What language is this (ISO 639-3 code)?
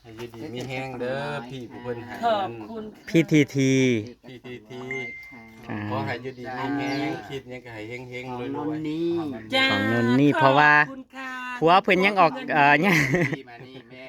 tts